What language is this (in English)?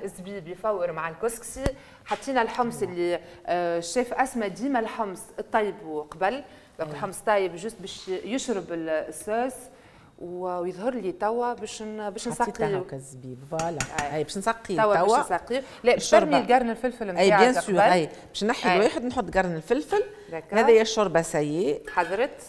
Tunisian Arabic